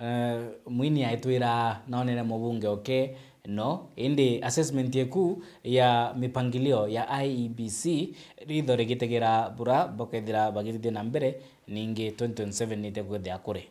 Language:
Meru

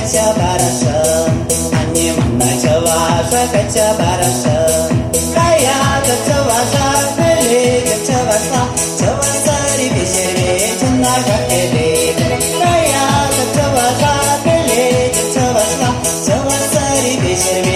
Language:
Chuvash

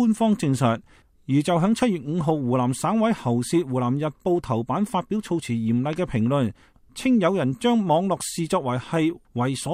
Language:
Cantonese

